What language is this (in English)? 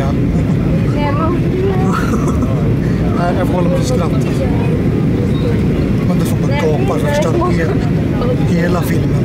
Swedish